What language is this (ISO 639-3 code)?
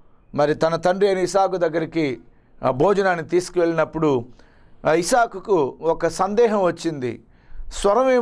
tel